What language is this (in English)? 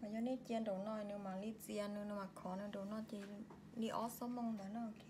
Hmong